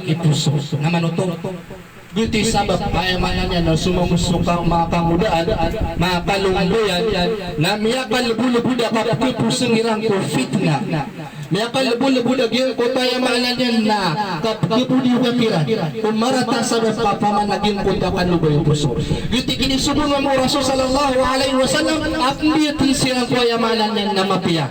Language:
Maranao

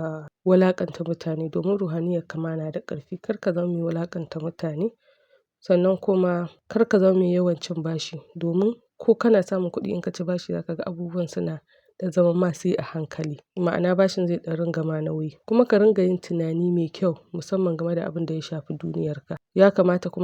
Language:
Hausa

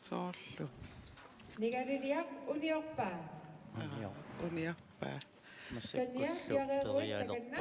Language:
Kalaallisut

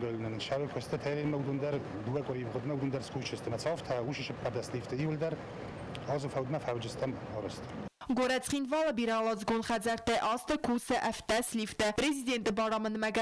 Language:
Ossetic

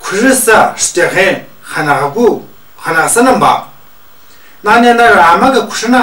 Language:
Tu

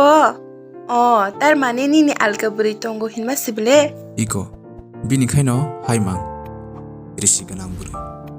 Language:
Kok Borok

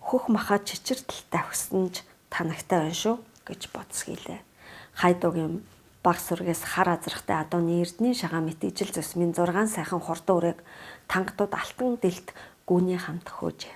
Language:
Mongolian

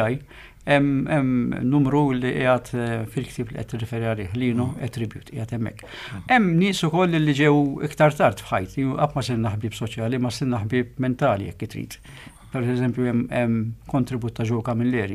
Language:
Maltese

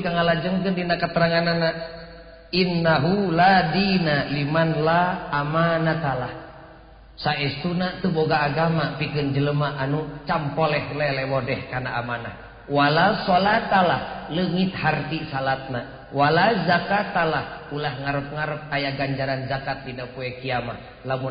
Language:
Sundanese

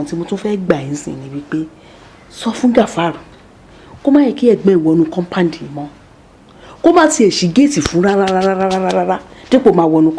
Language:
Yoruba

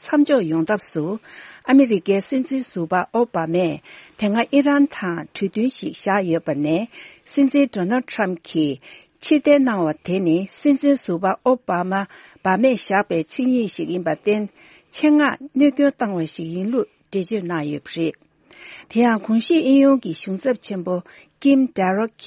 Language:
Tibetan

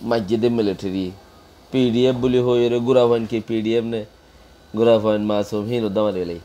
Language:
Rohingya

